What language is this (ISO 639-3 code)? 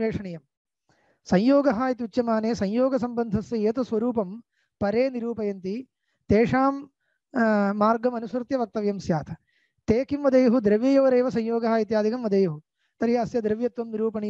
san